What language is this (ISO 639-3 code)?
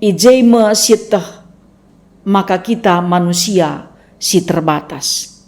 btx